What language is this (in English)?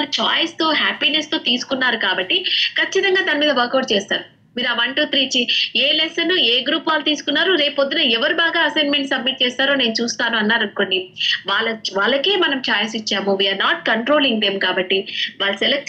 Telugu